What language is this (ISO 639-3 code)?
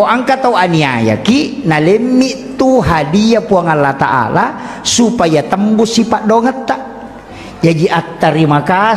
bug